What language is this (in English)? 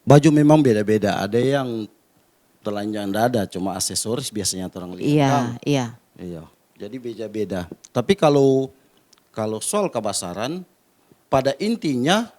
Manado Malay